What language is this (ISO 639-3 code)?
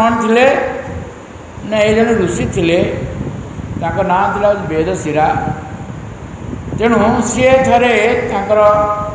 ori